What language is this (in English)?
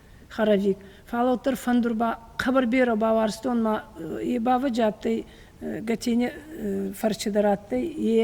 Ossetic